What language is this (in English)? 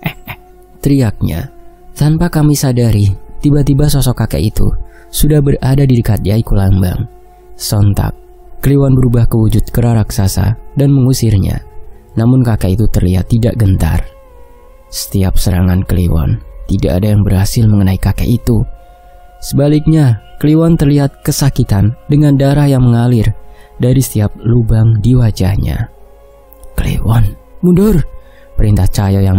Indonesian